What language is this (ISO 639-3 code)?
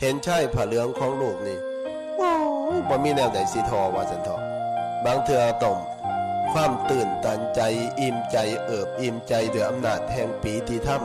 tts